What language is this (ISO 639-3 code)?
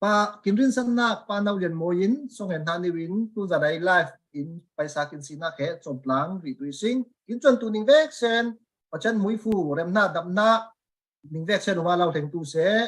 cfm